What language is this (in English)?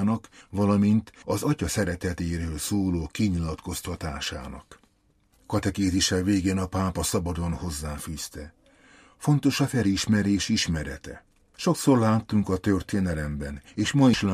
Hungarian